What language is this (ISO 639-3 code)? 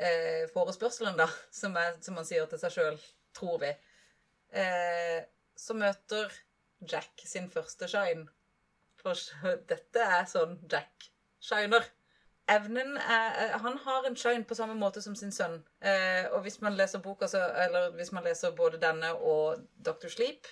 nor